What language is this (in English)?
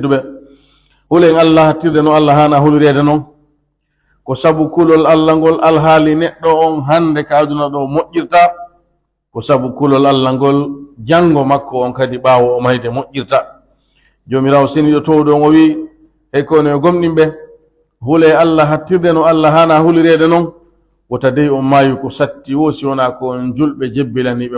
Pular